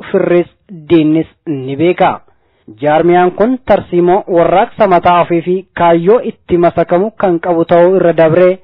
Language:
Oromo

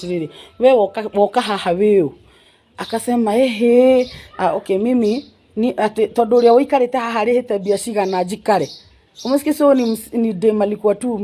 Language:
Kikuyu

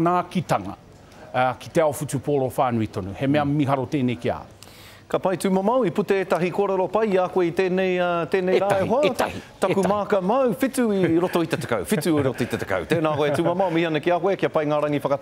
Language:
Māori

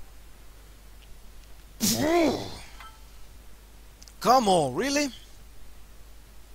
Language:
Finnish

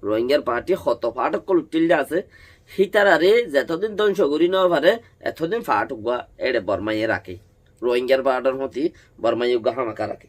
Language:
Rohingya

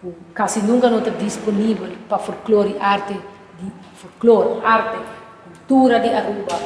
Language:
Papiamento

